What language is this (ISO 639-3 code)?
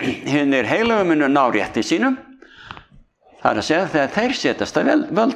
isl